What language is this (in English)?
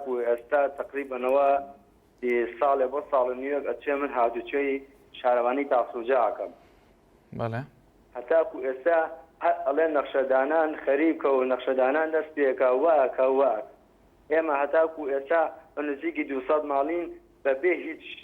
Central Kurdish